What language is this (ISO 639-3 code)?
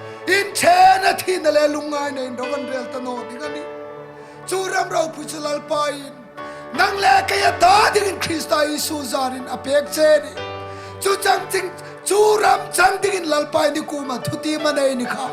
hmr